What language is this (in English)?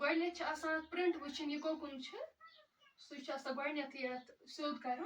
Kashmiri